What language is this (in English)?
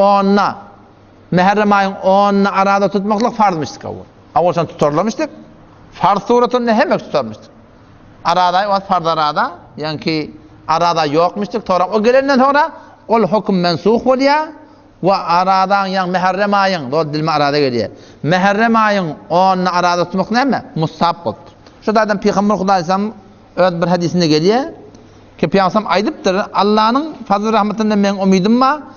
Turkmen